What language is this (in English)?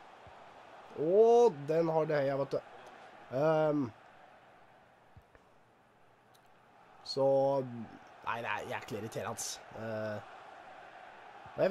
Norwegian